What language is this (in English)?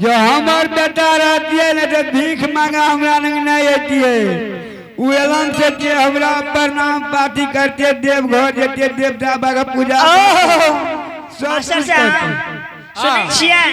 Angika